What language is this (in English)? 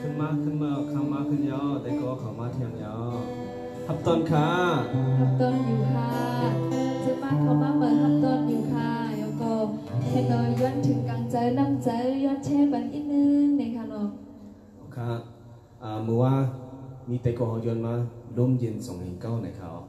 Shan